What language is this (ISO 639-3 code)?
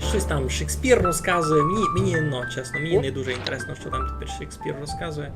rue